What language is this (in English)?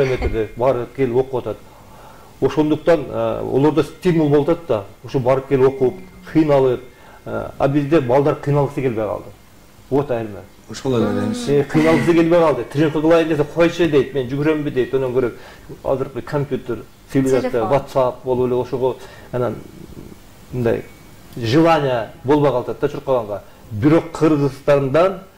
Kyrgyz